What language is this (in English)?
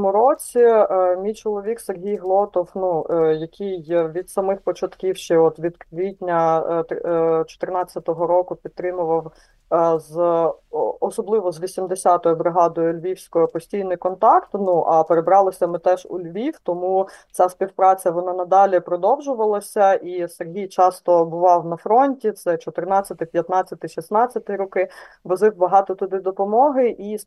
Ukrainian